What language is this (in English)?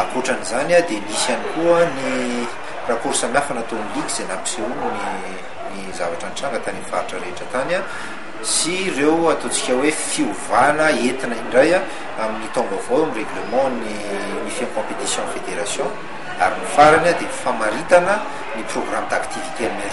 Malagasy